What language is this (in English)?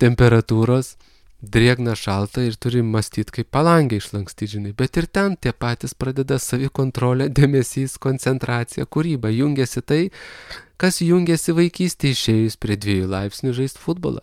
Lithuanian